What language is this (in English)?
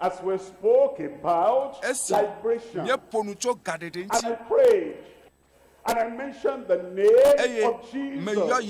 Ewe